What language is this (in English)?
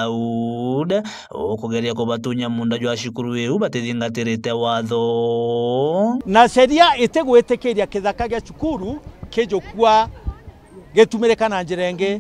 Meru